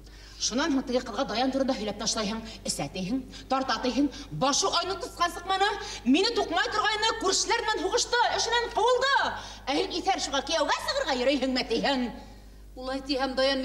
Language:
Bashkir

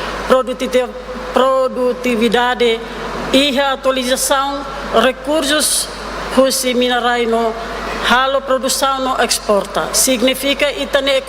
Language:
Tetum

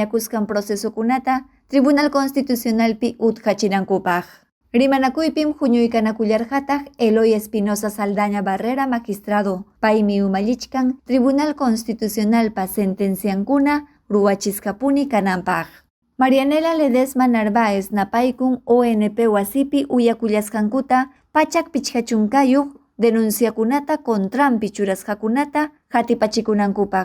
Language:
Ayacucho Quechua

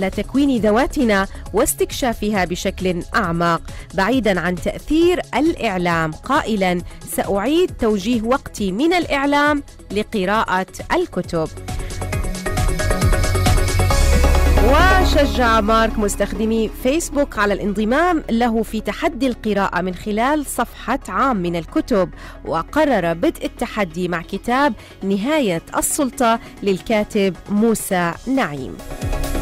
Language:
Arabic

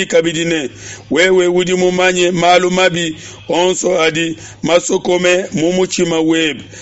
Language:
Luba-Lulua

